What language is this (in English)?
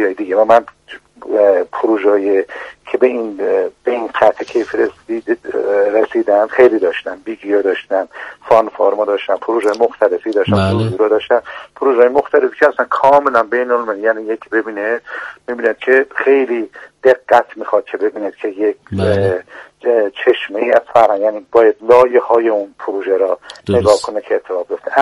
Persian